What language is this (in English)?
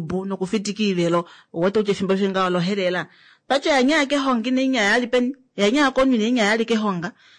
Kuanyama